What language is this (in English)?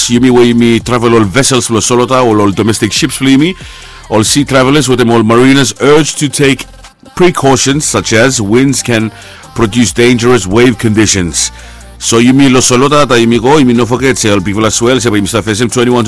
Bislama